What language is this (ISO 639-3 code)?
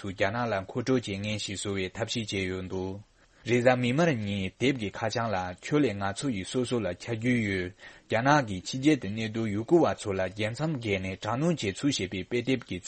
bod